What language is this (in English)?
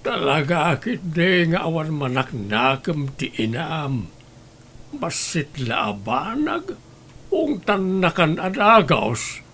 Iloko